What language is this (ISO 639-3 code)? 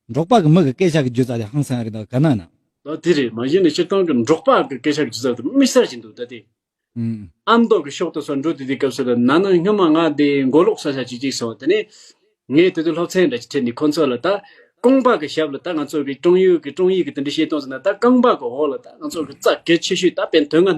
bod